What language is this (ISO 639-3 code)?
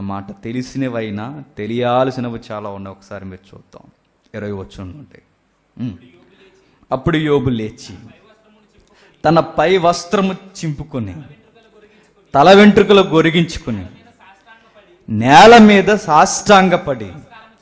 tel